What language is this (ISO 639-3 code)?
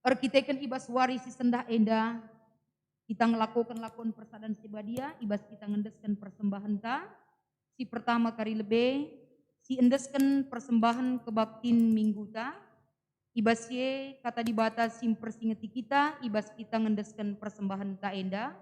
btx